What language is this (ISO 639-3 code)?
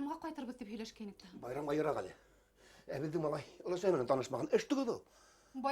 bak